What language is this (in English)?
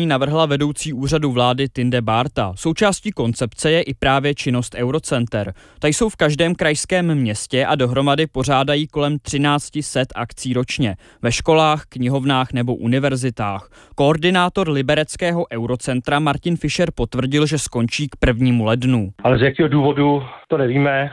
Czech